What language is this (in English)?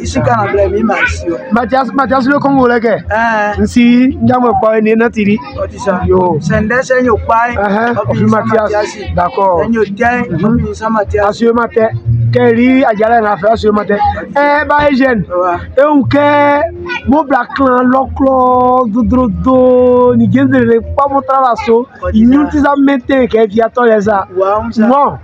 Baoulé